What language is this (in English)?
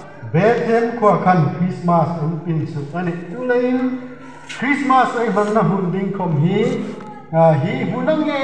Hmar